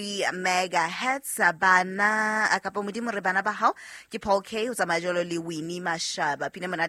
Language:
Southern Sotho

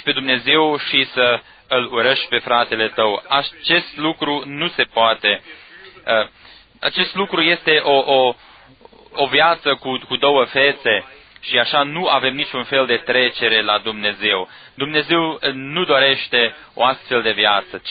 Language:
Romanian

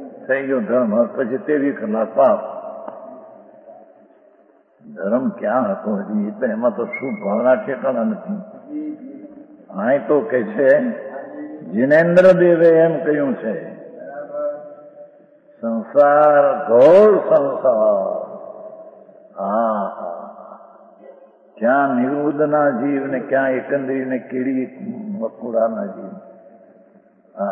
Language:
Gujarati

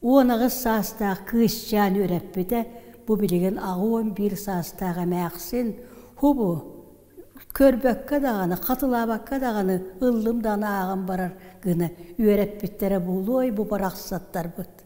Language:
Yakut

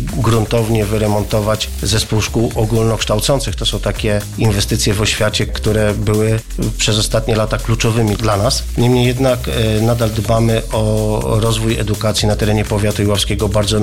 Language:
Polish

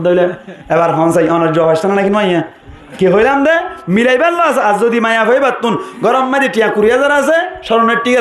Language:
Rohingya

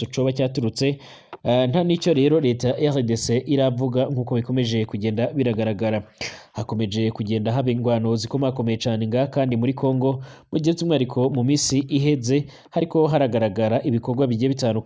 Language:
Rundi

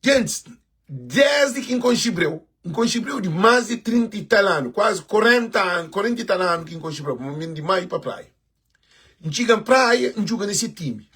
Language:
Kabuverdianu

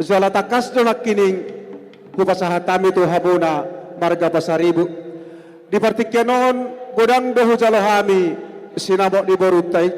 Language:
Batak Toba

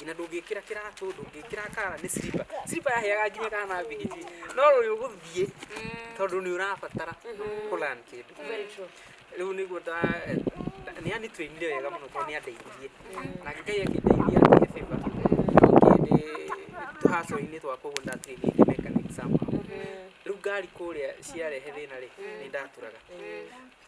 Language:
Kikuyu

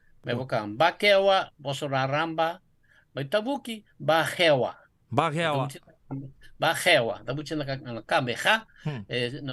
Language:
Fijian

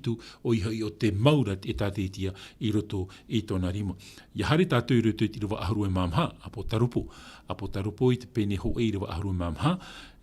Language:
Tahitian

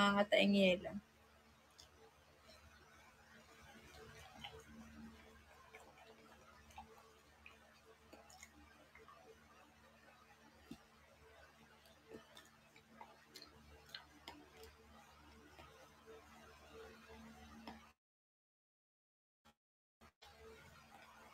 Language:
Filipino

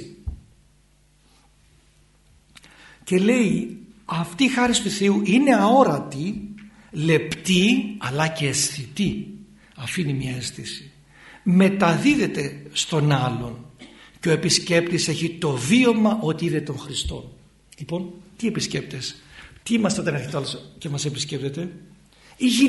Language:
Greek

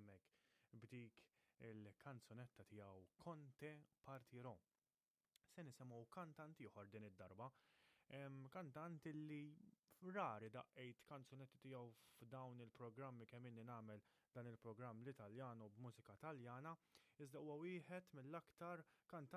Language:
Maltese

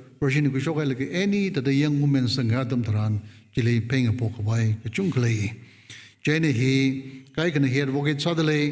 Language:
Tangkhul Naga (India)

